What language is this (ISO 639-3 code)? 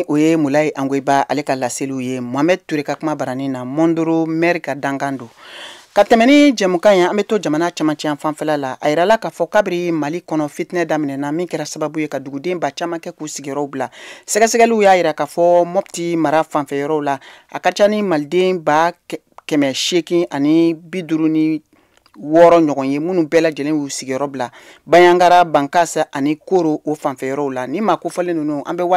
bam